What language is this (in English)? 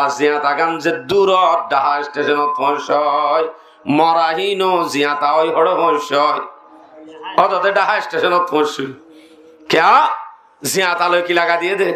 Rohingya